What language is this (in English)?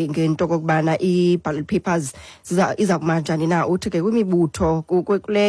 Xhosa